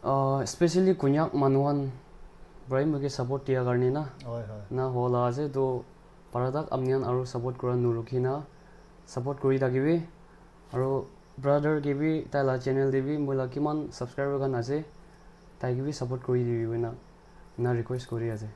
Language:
Naga Pidgin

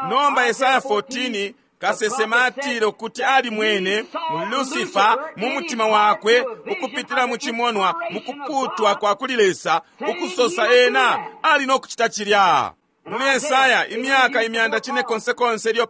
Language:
Bemba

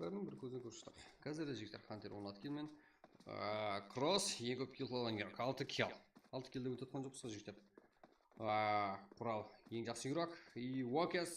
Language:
Kara-Kalpak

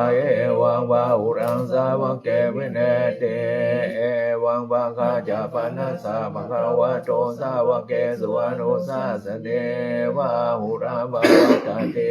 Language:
Pali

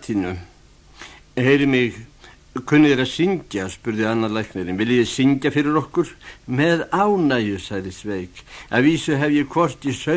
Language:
Icelandic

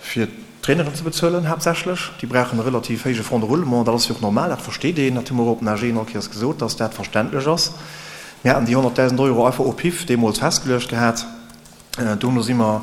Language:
Luxembourgish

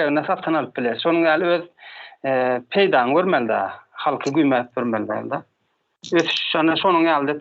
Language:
Turkmen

